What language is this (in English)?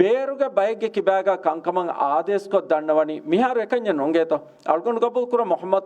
Divehi